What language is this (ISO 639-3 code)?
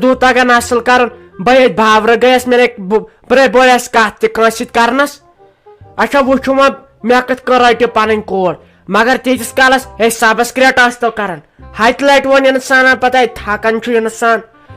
kas